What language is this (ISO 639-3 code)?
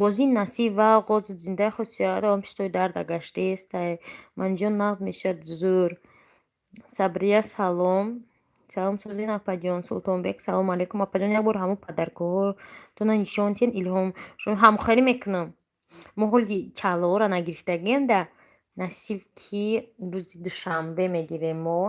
tgk